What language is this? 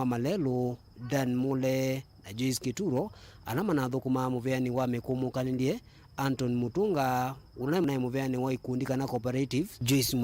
Kamba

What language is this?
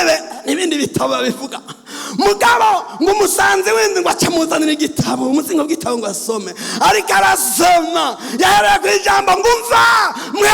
Rundi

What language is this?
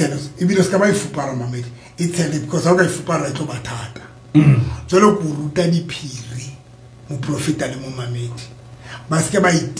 Southern Sotho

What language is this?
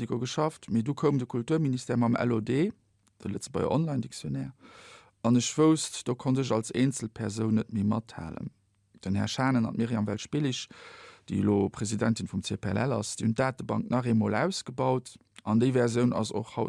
Luxembourgish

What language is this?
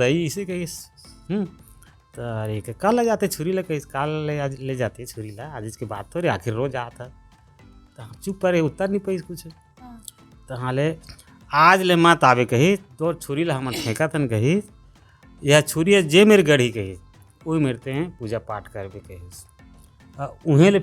Chhattisgarhi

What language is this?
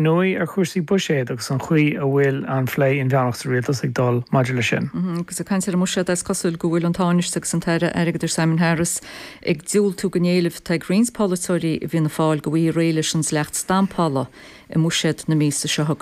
Irish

